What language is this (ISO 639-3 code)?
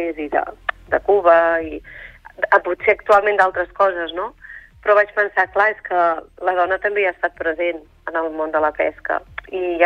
cat